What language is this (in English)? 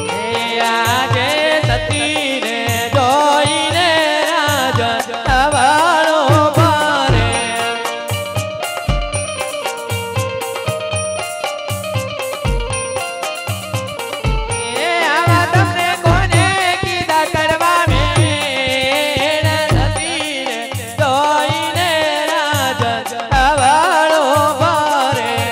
Gujarati